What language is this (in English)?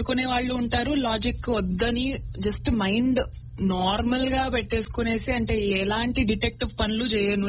Telugu